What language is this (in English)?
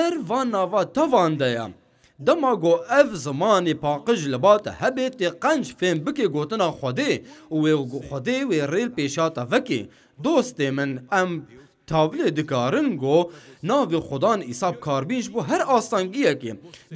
Kurdish